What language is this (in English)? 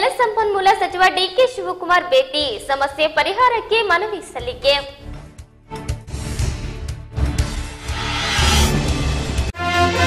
Kannada